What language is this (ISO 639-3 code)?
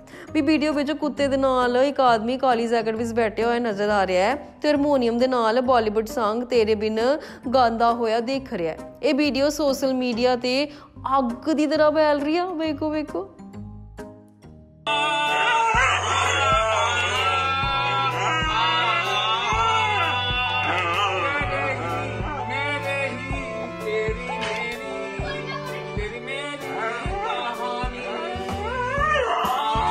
pan